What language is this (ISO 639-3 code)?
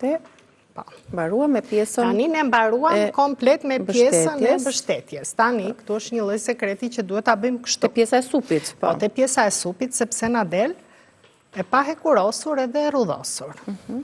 sqi